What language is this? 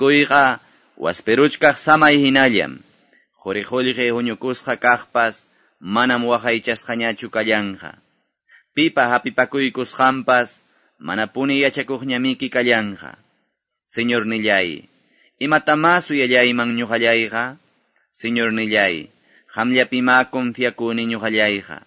Quechua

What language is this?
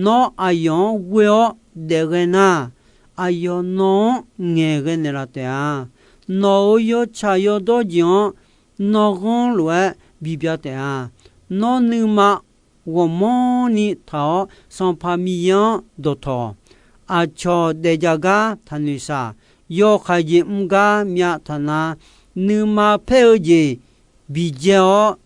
Akha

